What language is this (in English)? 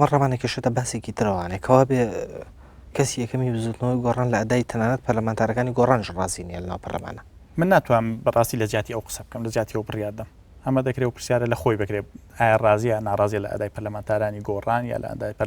Central Kurdish